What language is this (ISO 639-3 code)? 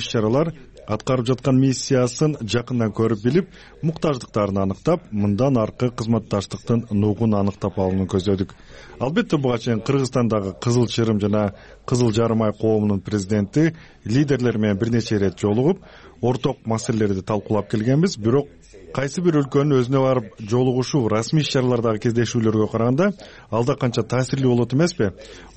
kir